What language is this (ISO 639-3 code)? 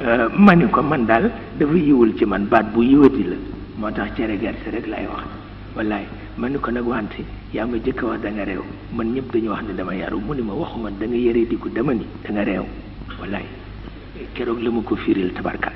wol